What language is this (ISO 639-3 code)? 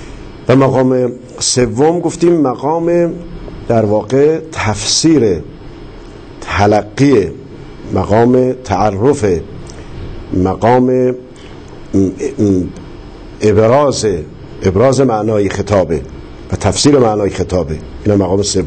fas